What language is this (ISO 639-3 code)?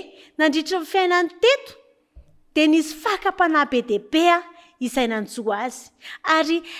mlg